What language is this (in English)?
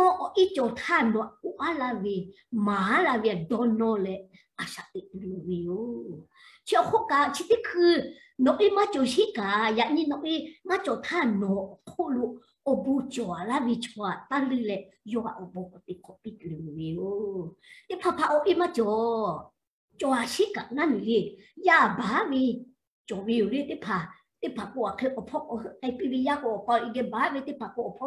Lahu